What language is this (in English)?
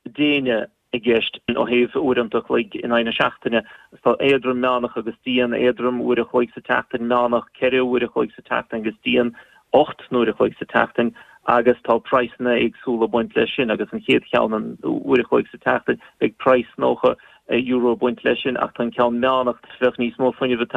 Irish